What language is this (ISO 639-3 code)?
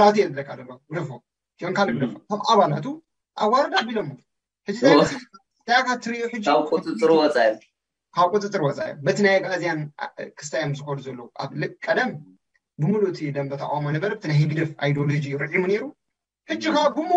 tir